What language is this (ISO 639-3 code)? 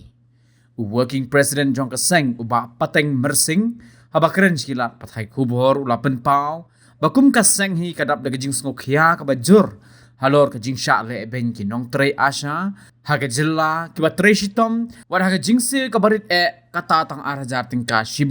kha